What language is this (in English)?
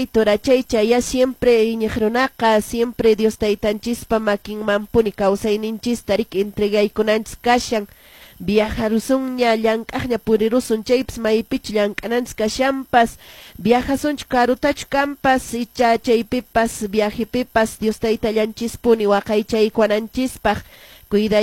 Quechua